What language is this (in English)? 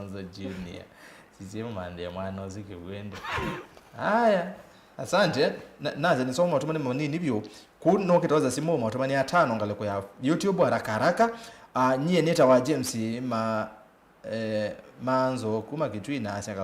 Kamba